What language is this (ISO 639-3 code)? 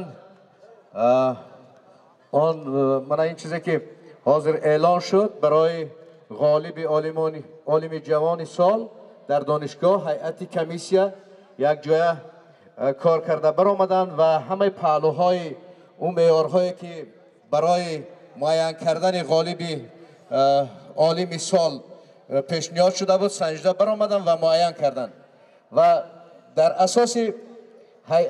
tgk